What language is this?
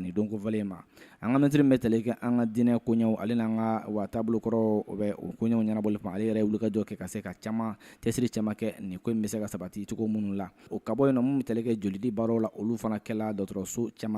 Bambara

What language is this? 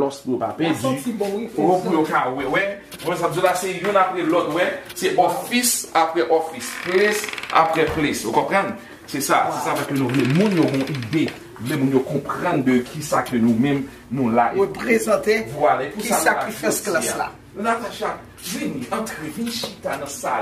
Haitian Creole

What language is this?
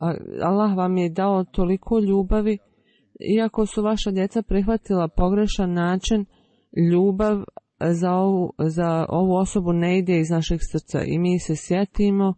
Bosnian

